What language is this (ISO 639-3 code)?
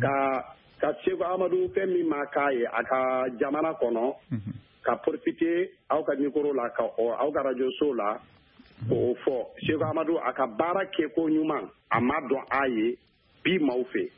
bam